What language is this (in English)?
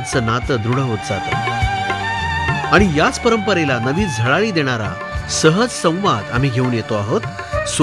Marathi